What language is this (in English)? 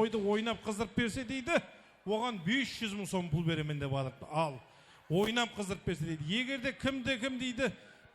Kara-Kalpak